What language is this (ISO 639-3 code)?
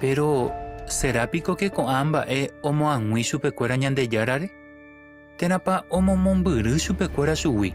grn